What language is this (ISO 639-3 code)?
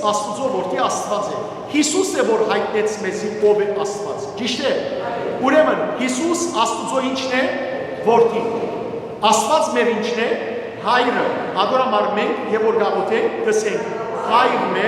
hyw